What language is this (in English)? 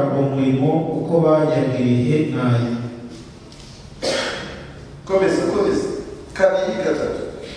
Kinyarwanda